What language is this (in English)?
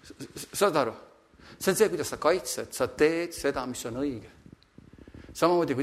Estonian